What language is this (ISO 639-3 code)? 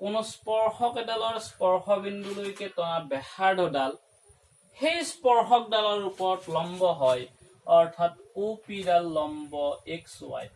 asm